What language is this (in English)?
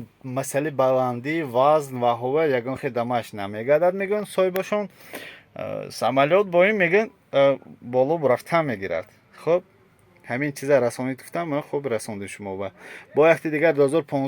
Tajik